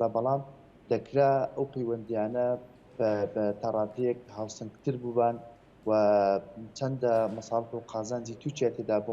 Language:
Central Kurdish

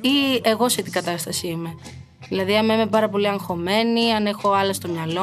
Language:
Greek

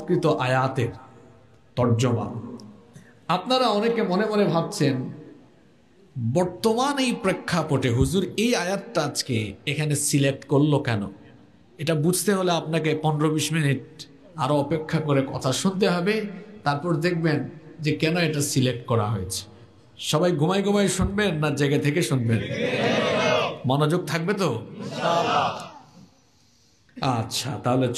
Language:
Bangla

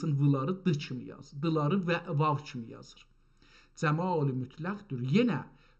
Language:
South Azerbaijani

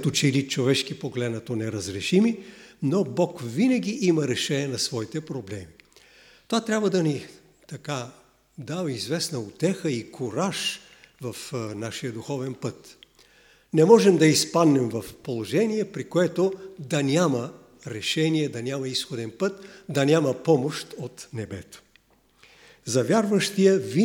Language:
Bulgarian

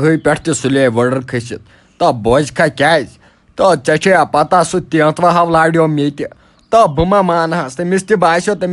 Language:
Kashmiri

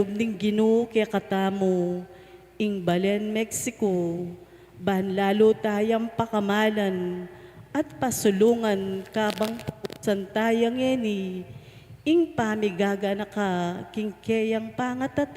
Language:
Pampanga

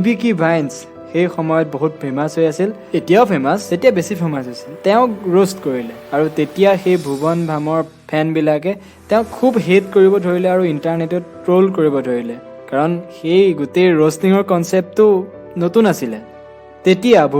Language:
Assamese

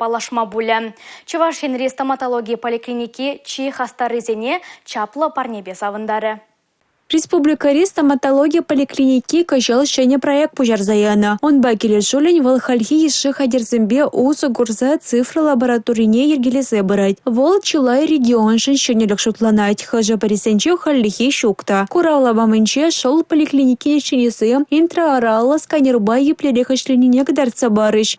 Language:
Chuvash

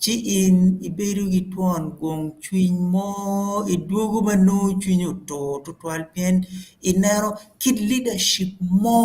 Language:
Acoli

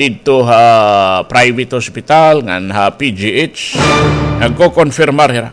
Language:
Waray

